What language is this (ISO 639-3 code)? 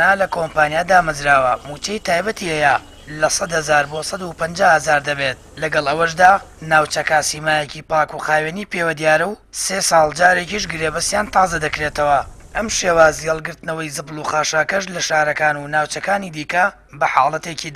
ckb